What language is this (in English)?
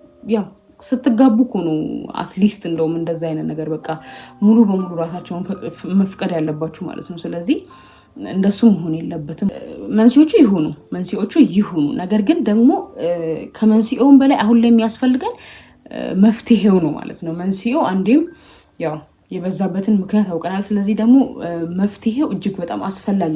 Amharic